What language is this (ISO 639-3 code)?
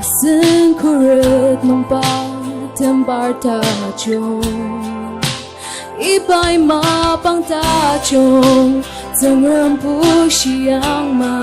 njo